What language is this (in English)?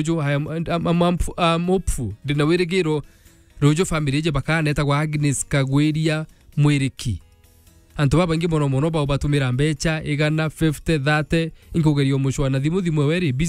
Meru